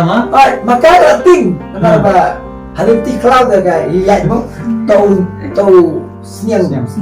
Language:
Khasi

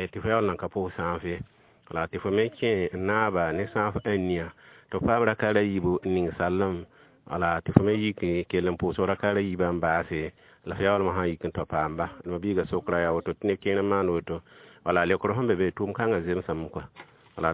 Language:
Mossi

